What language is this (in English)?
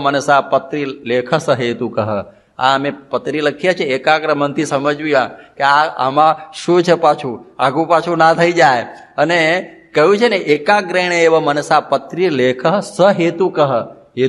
Gujarati